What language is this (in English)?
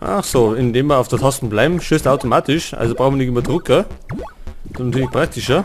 Bavarian